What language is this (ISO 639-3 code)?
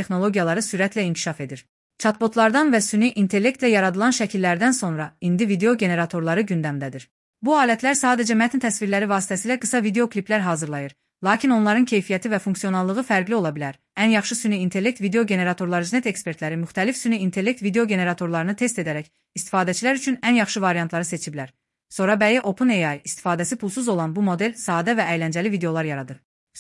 aze